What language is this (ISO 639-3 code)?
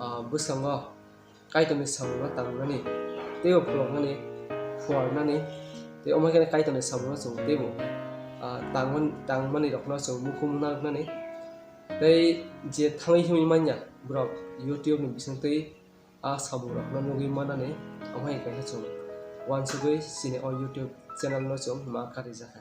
trp